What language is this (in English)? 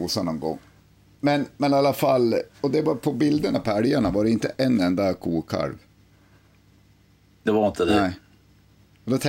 Swedish